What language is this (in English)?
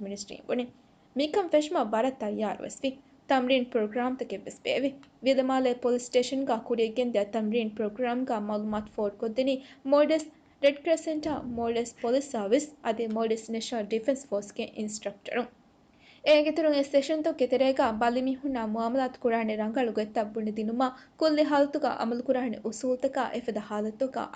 Divehi